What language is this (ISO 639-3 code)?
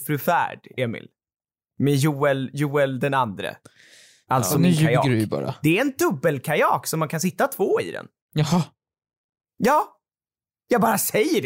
swe